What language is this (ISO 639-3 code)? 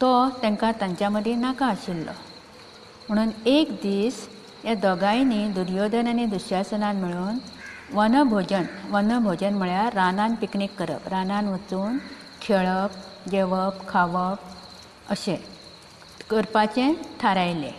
kok